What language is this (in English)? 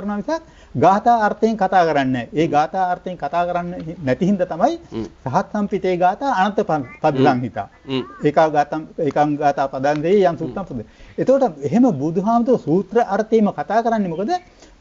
Sinhala